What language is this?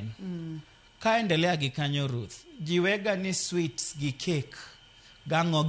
Luo (Kenya and Tanzania)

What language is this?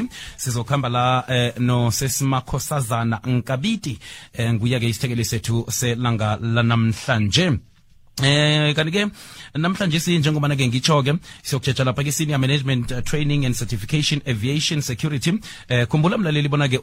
South Ndebele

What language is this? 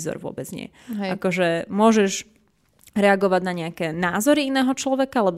Slovak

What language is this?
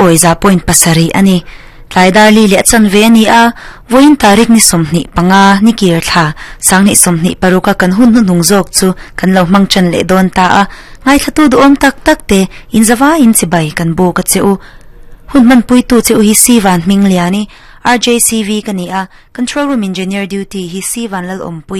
Mizo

